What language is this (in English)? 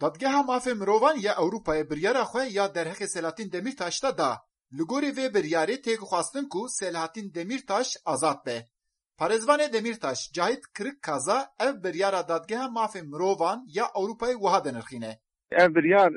Kurdish